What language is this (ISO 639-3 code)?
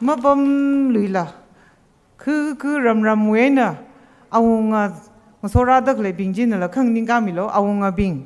nmf